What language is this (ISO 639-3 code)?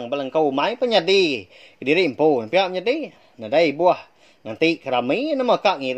iba